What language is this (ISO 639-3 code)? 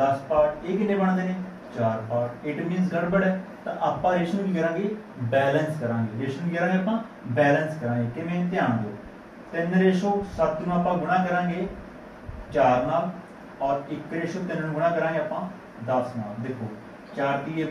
pan